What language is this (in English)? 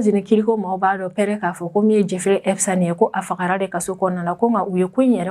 Bambara